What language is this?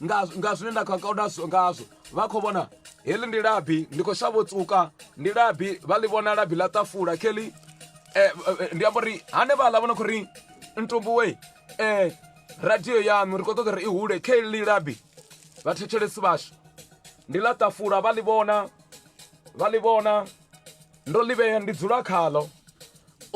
Venda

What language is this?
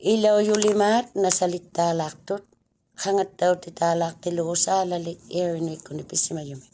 Inuktitut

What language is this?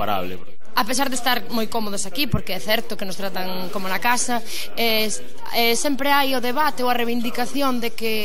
Galician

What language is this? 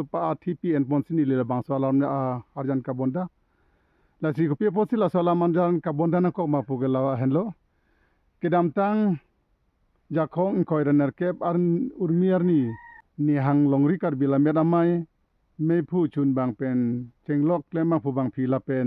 Karbi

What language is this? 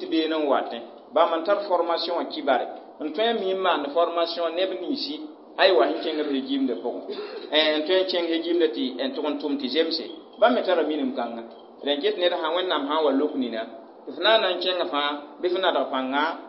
Mossi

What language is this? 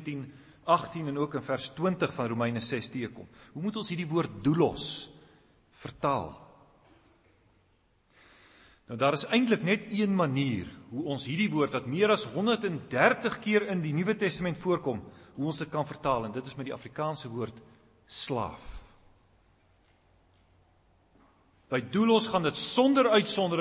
Afrikaans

